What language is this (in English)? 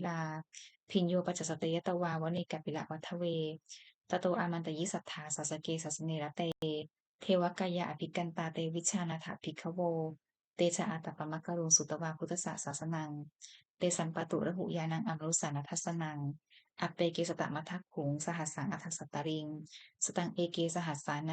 Pali